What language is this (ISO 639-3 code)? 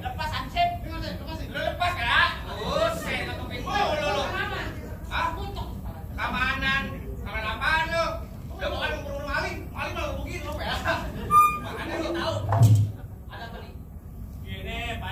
bew